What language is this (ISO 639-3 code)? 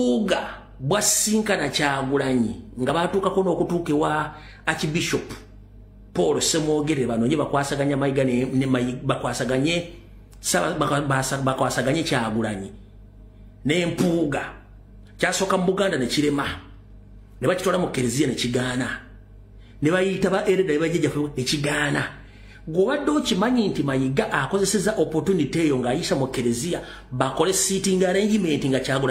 lug